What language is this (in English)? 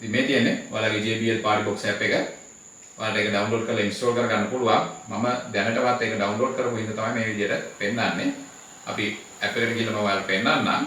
Sinhala